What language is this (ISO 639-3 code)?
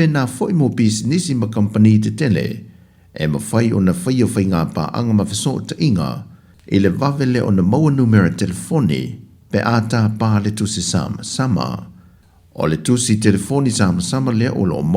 smo